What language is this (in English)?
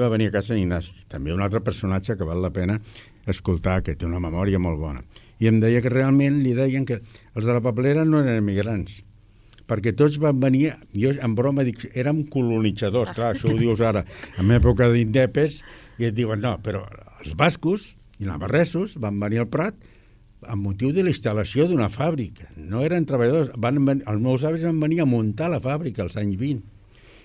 Catalan